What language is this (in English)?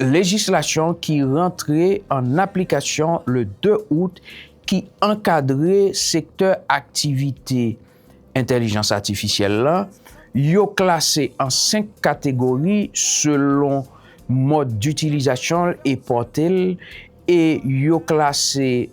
Haitian Creole